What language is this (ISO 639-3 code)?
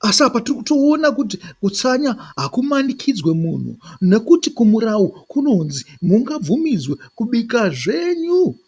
sna